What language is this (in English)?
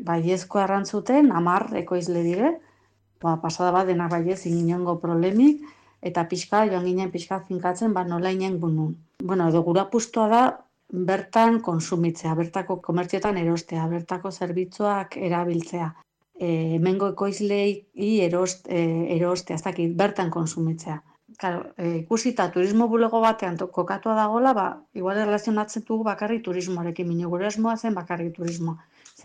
Basque